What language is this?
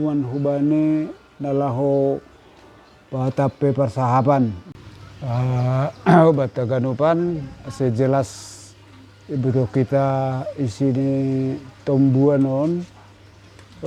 Batak Simalungun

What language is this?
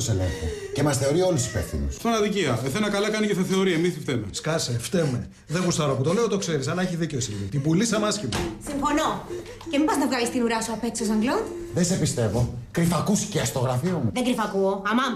Greek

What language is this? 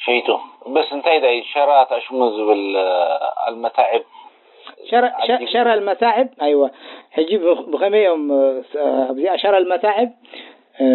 Tigrinya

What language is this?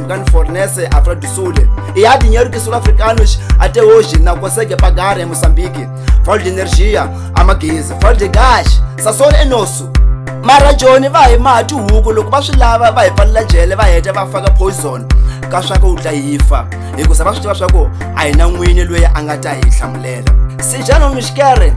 Tsonga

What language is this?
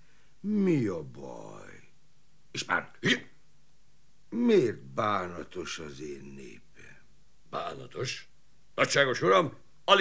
Hungarian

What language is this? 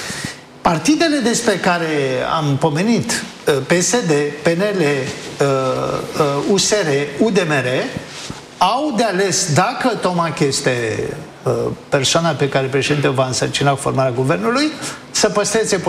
Romanian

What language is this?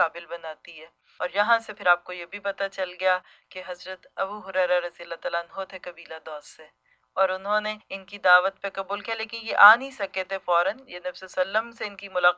Urdu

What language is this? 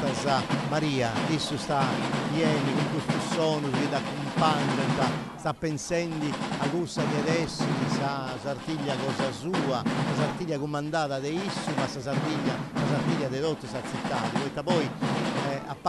Sardinian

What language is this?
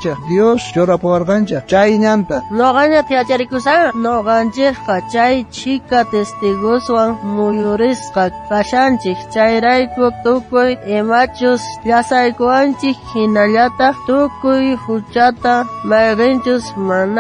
South Bolivian Quechua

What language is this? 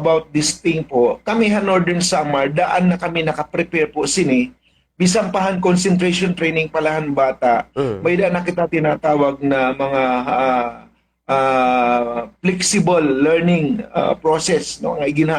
Waray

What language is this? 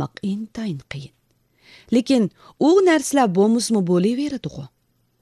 Uyghur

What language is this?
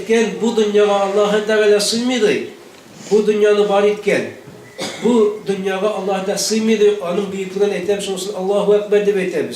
Bashkir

